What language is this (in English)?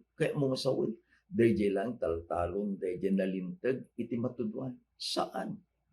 Iloko